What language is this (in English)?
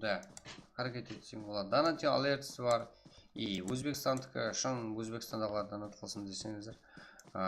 Kara-Kalpak